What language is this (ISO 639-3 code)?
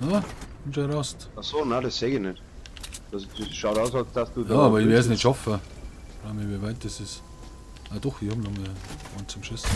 bar